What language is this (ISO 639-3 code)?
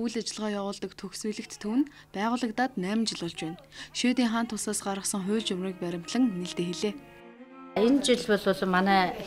mon